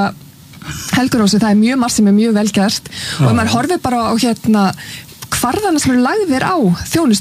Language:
Icelandic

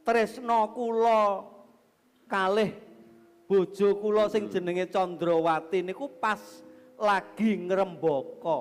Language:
Javanese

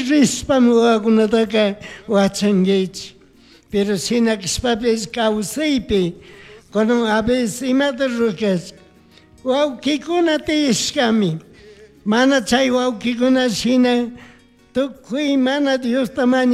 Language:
Chimborazo Highland Quichua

